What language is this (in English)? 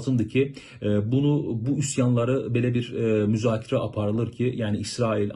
Azerbaijani